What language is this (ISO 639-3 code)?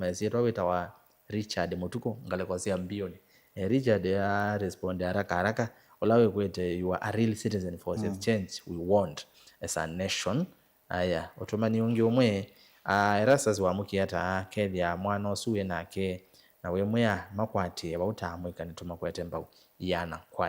kam